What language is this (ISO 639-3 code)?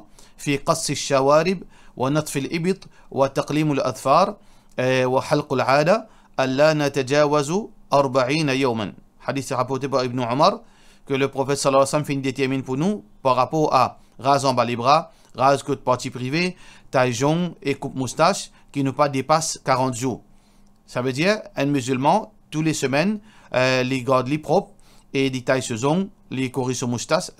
mfe